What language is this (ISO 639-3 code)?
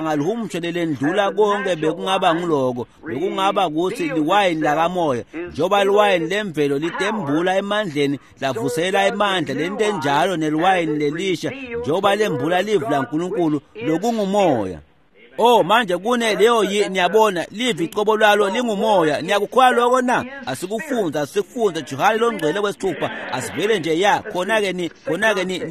ssw